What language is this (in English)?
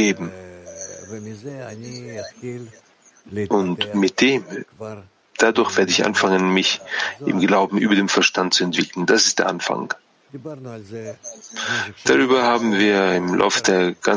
German